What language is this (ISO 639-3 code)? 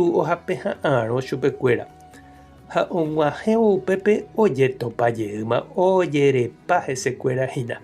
grn